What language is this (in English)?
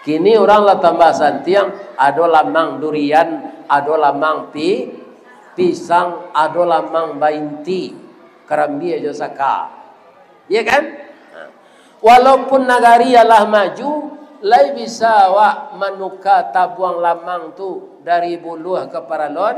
Minangkabau